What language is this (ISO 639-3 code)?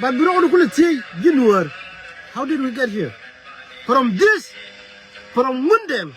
nus